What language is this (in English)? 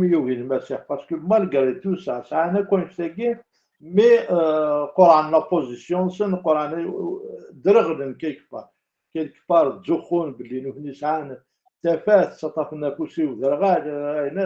Kabyle